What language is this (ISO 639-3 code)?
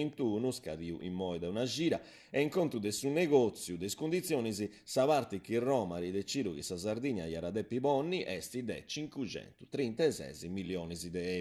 srd